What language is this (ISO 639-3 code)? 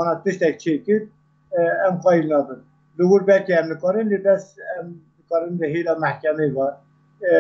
kur